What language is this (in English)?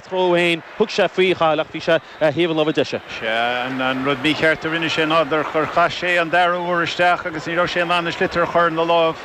Irish